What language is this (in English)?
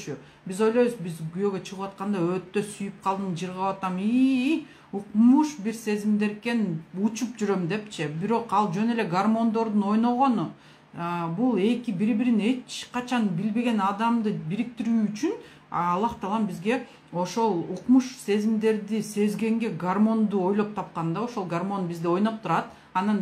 Kyrgyz